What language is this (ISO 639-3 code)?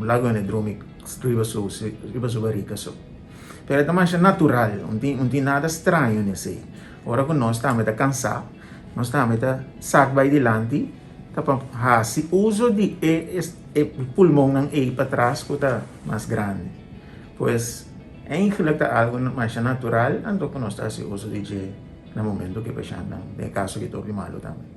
pap